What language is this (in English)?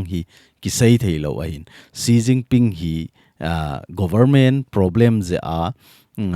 Thado Chin